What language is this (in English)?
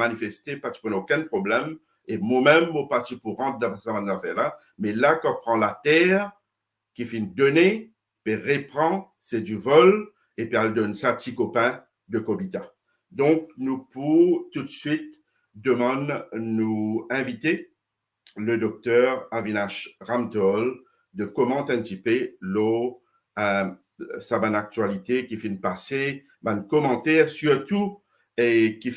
Morisyen